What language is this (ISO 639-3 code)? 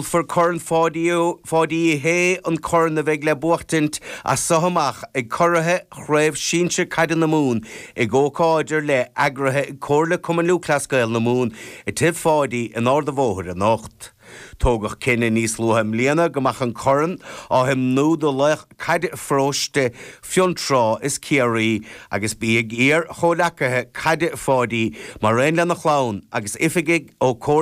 gle